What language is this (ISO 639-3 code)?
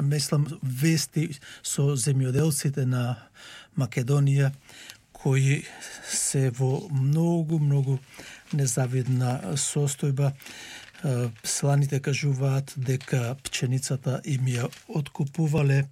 mkd